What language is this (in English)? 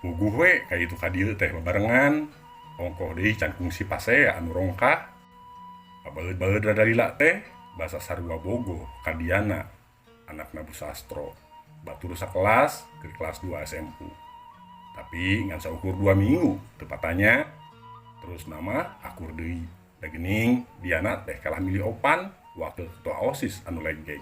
Sundanese